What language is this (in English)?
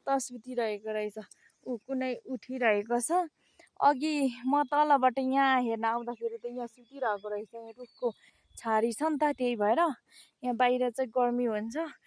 Nepali